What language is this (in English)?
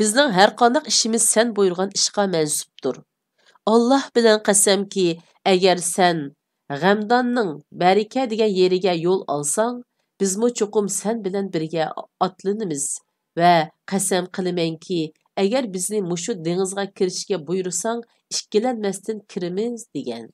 Uyghur